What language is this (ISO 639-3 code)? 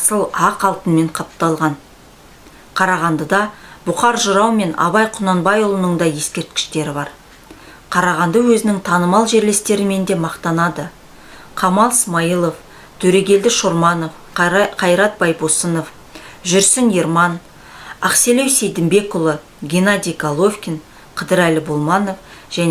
kaz